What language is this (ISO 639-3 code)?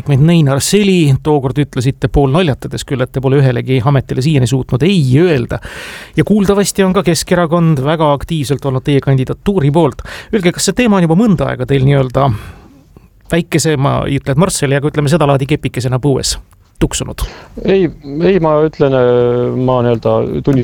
est